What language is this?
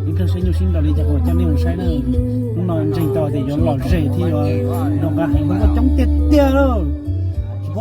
Hmong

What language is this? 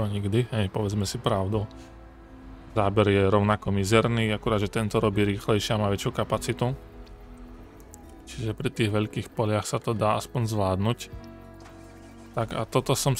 Slovak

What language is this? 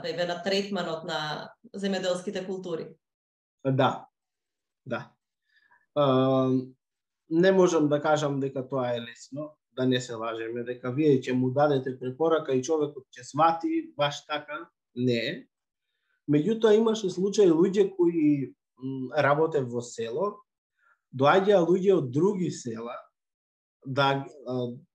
Macedonian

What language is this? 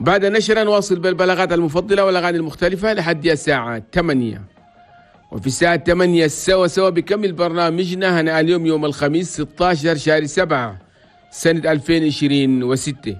Chadian Arabic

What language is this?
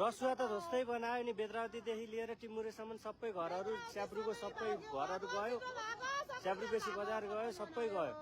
Nepali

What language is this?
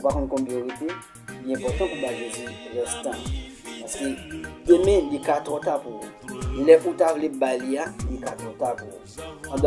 Haitian Creole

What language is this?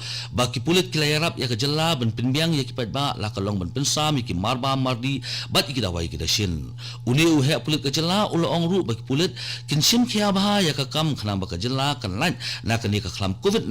Khasi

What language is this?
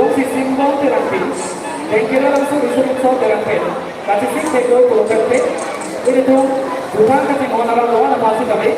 Karbi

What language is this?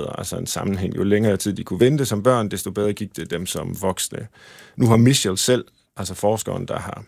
Danish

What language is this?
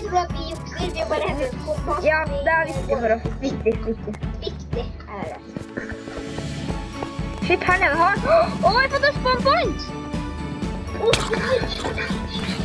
Norwegian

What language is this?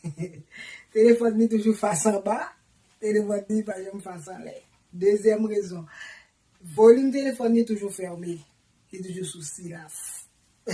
Haitian Creole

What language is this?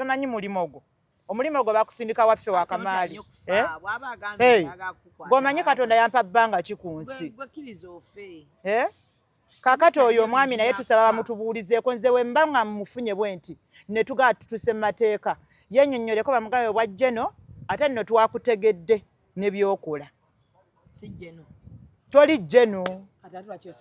Ganda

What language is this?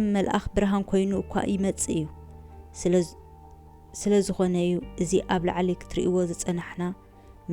Tigrinya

